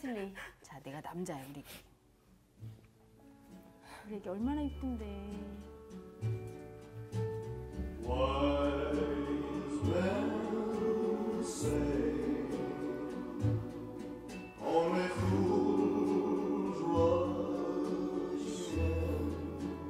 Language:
Korean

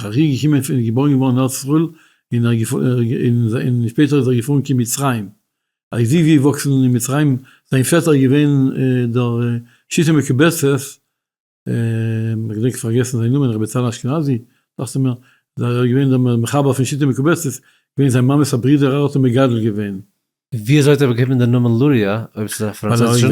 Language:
Yiddish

